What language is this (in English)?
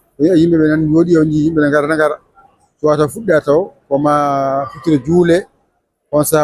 Fula